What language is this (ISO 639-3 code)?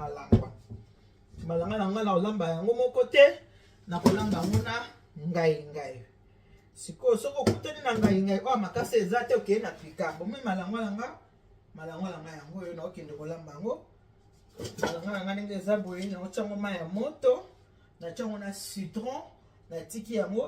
lin